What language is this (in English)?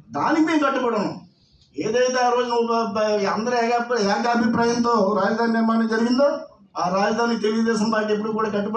Telugu